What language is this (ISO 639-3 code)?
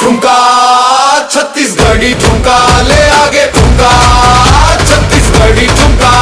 hne